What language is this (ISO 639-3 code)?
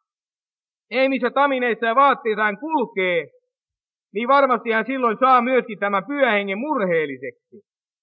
fin